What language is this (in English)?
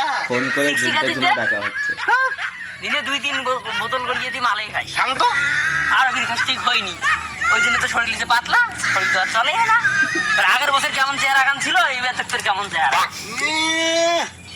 Rangpuri